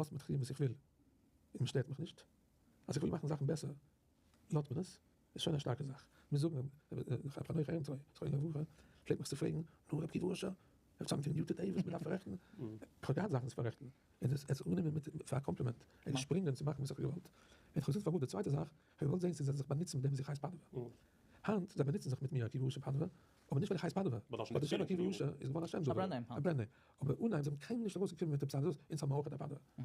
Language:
Yiddish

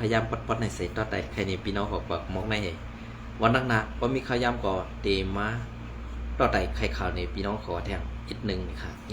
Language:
Shan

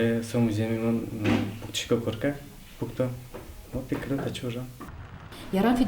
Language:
Udmurt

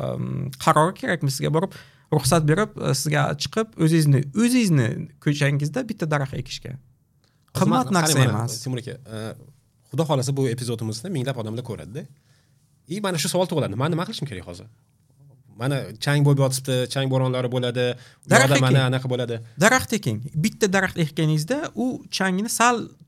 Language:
Uzbek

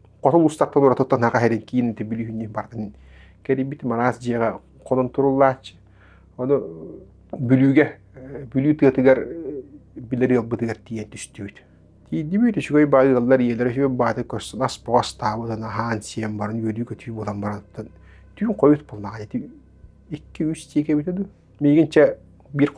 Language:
Yakut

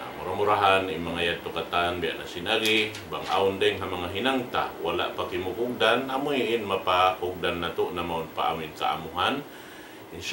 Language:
Tausug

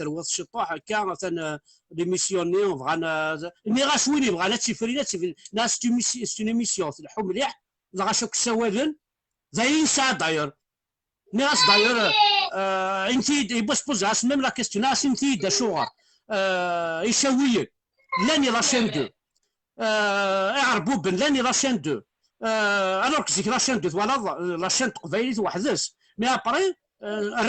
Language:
Kabyle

